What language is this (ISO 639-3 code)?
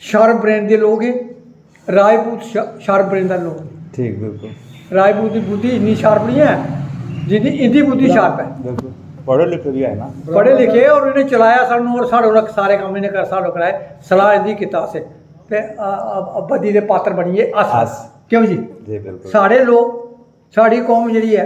doi